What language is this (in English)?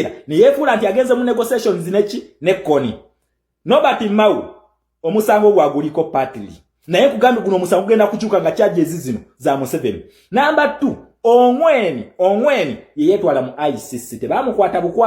Ganda